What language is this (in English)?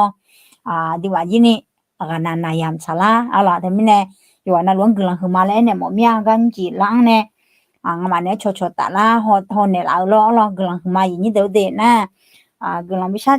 Akha